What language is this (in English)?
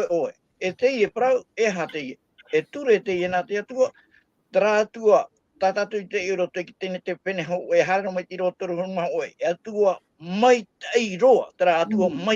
Tahitian